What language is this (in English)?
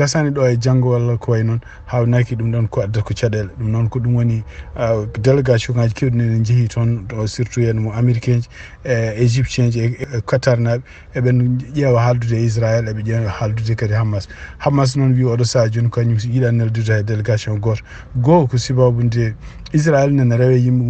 Fula